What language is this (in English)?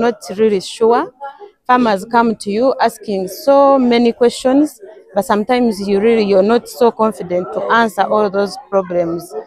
Nyankole